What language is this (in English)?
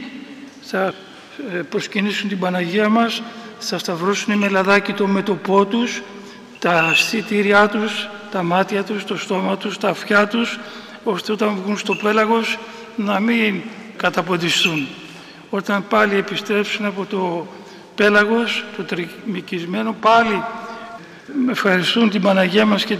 Greek